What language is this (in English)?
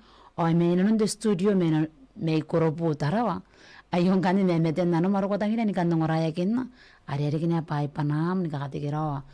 Gilbertese